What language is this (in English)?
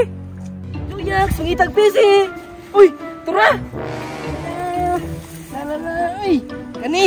Cebuano